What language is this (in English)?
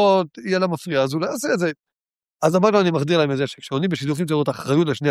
Hebrew